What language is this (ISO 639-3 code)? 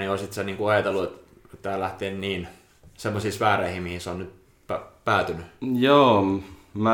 fin